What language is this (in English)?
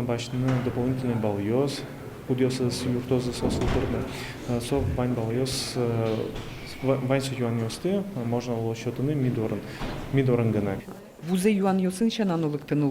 Udmurt